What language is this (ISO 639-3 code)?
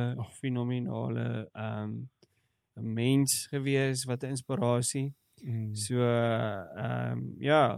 afr